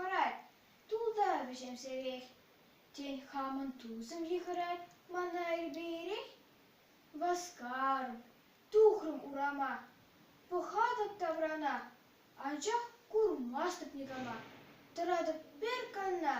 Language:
Chuvash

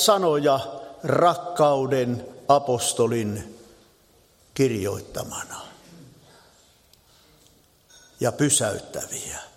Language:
Finnish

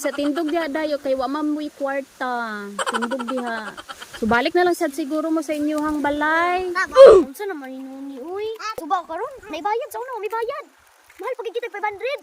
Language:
Cebuano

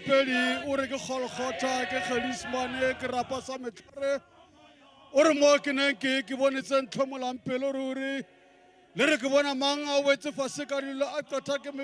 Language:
Tswana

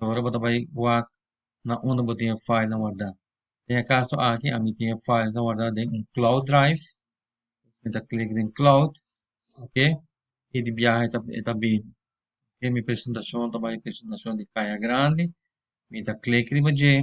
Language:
Papiamento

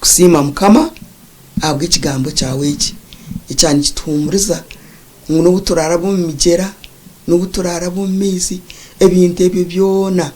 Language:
Nyankole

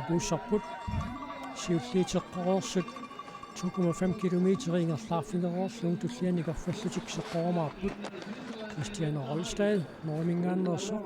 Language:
Kalaallisut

